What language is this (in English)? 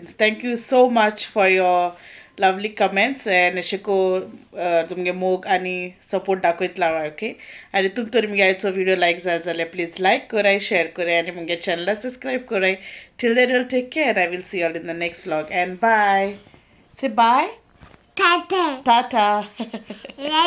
Konkani